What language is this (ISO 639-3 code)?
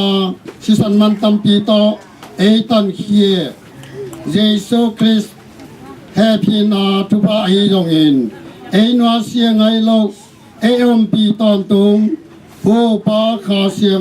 ctd